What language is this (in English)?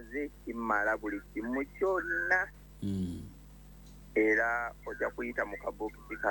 Ganda